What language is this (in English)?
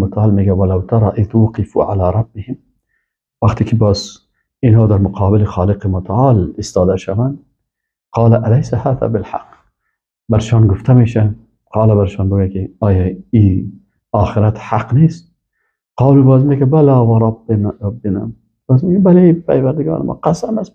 Persian